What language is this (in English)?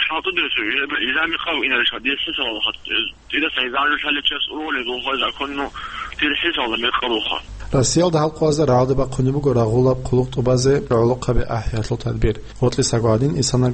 Avaric